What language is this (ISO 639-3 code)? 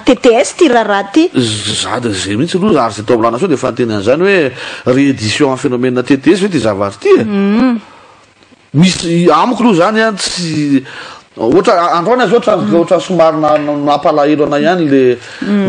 mlg